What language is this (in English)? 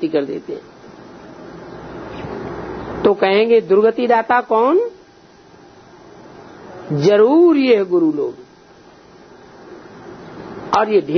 Hindi